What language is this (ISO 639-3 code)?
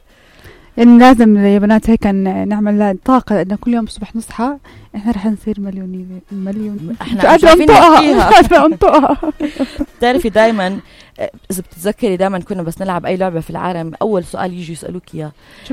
apc